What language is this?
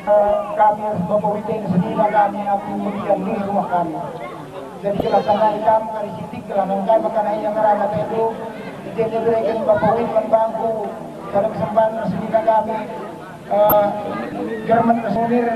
Batak Karo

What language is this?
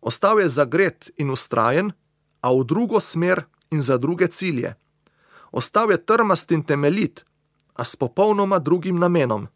Slovenian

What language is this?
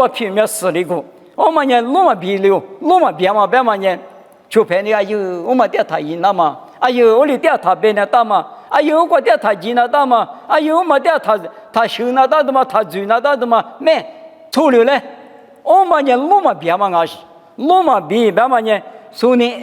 Lisu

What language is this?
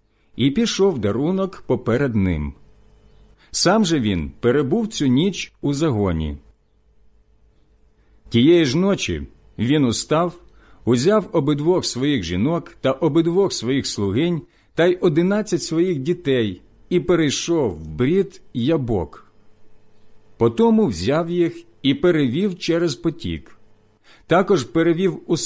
Ukrainian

